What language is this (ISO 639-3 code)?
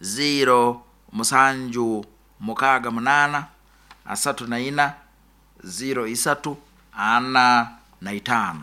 nyo